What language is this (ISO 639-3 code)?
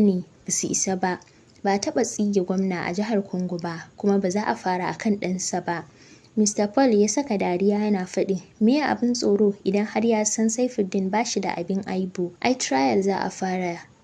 hau